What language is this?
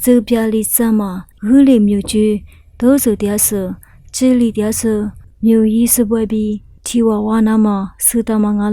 Lisu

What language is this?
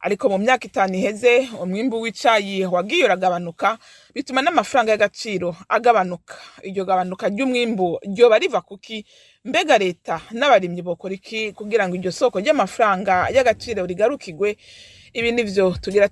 Rundi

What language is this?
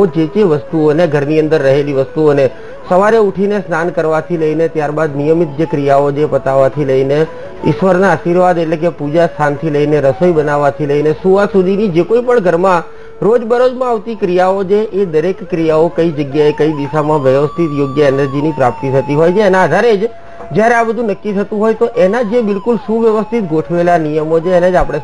Gujarati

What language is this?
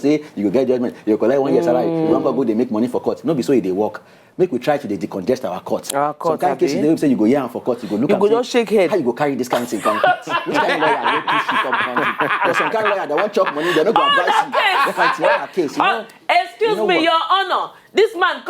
Nigerian Pidgin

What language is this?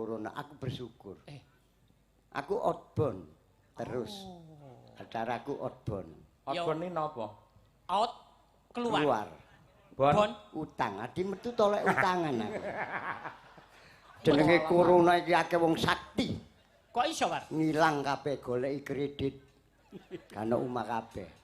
Javanese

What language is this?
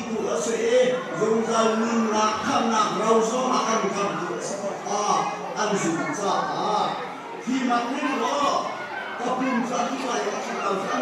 Hakha Chin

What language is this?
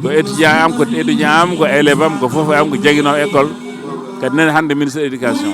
Fula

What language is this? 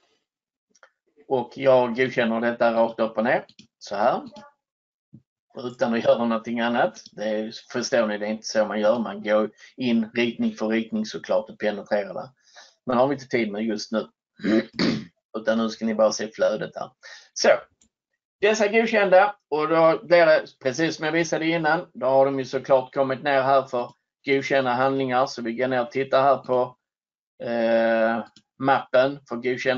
Swedish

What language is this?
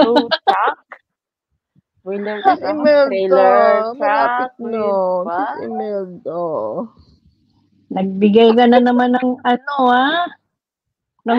Filipino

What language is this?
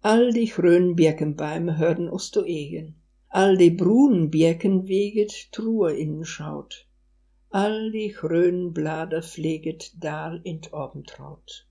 Westphalien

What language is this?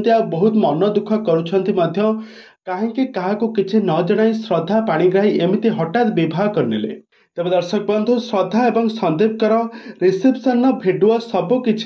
Odia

